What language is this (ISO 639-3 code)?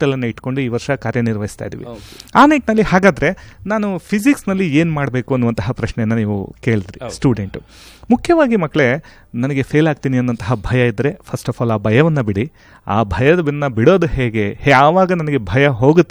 kan